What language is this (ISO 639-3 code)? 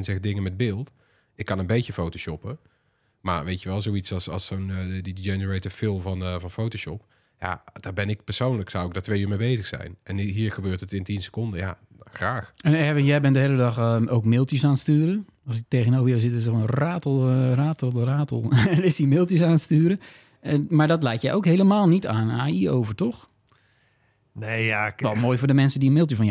nld